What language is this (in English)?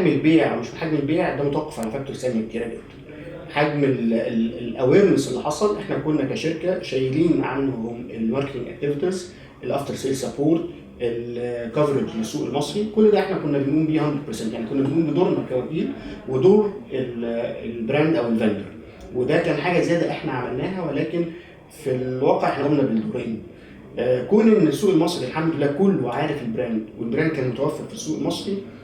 Egyptian Arabic